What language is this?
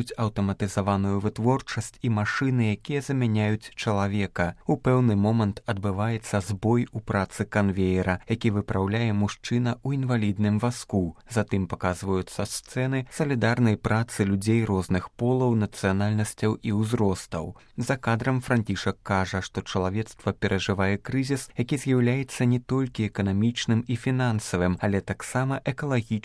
Belarusian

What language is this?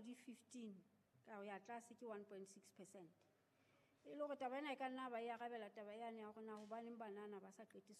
Southern Sotho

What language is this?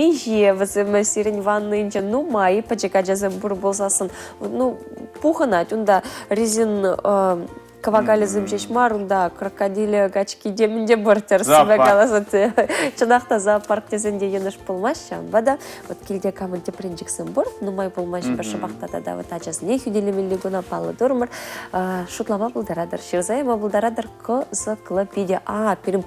Chuvash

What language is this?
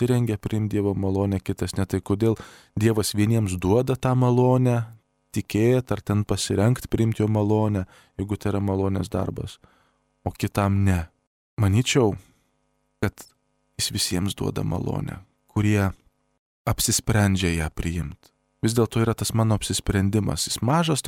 Lithuanian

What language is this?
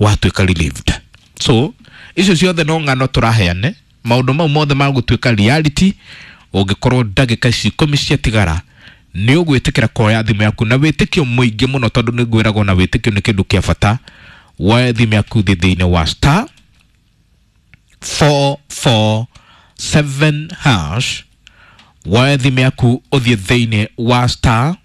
Kikuyu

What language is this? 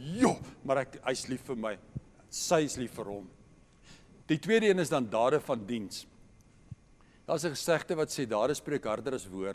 Afrikaans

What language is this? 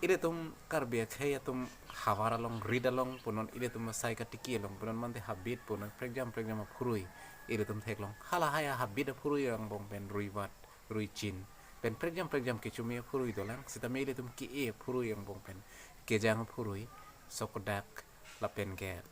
Karbi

